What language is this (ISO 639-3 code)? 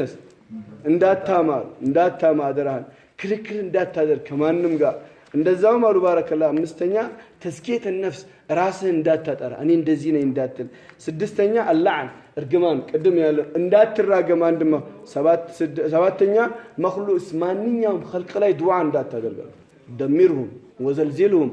amh